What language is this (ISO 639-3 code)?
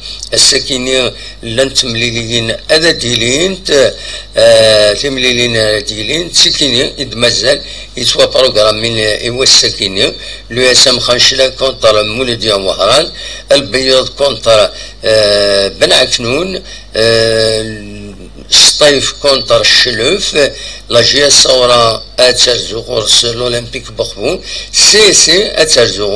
kab